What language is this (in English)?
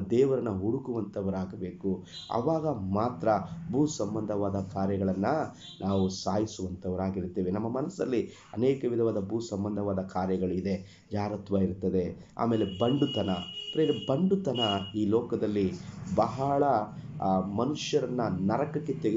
Kannada